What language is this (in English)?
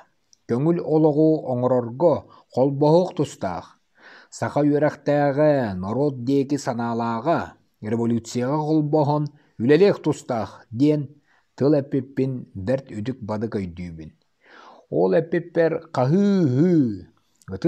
Yakut